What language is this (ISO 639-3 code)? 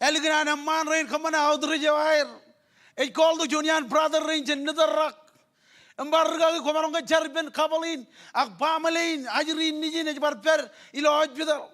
mah